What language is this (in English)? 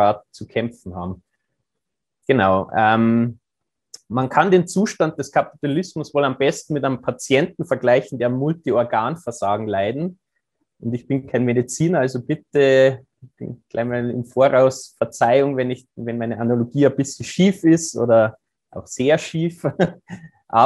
German